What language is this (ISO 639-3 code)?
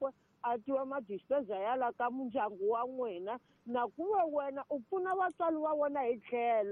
tso